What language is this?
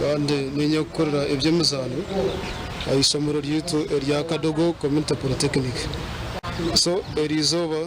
Nyankole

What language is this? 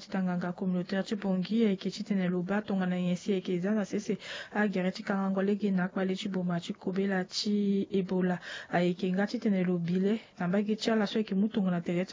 Sango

